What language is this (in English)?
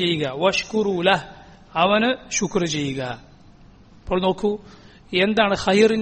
Malayalam